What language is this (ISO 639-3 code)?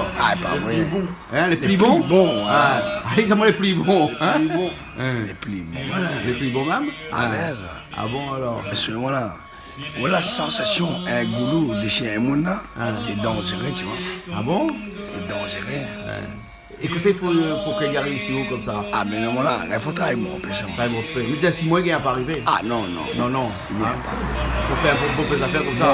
rcf